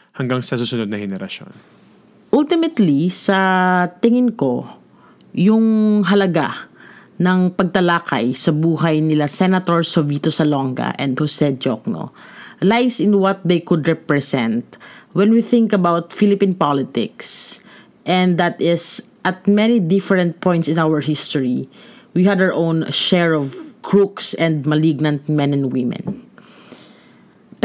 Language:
Filipino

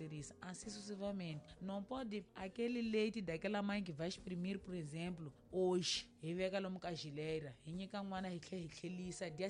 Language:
Tsonga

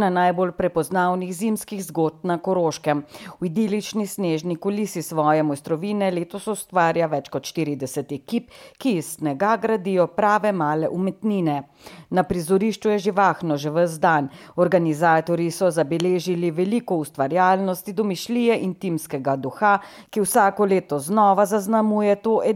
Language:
Slovenian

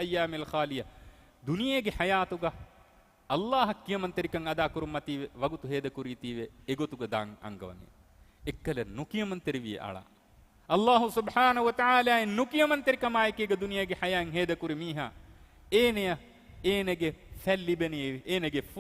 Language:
Divehi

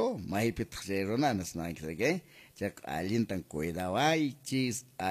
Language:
Quechua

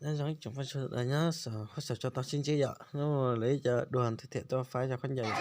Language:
Hmong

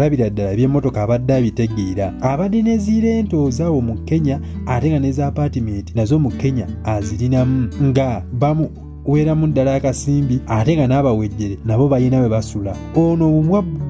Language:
Ganda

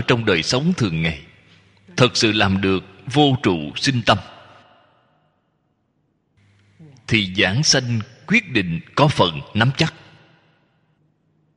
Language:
Vietnamese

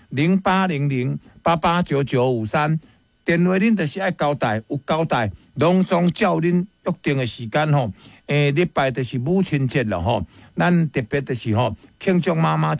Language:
Min Nan Chinese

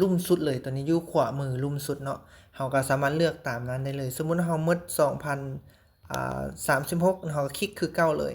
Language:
Lao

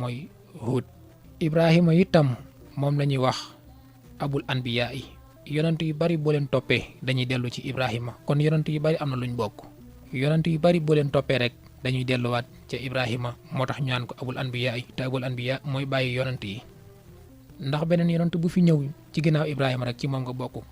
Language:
Wolof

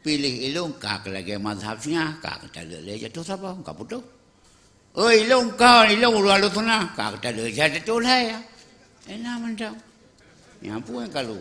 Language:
Achinese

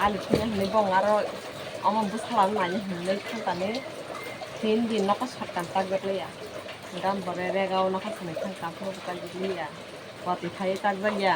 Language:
Kok Borok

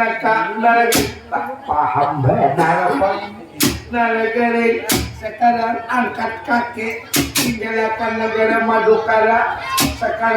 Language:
Banjar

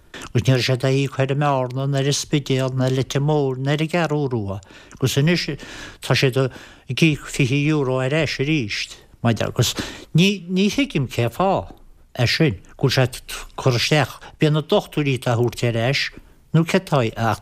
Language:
Irish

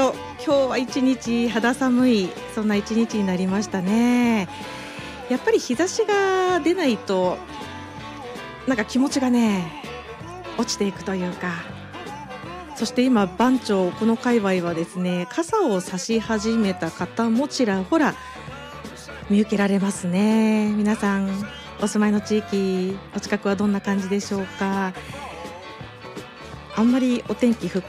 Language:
Japanese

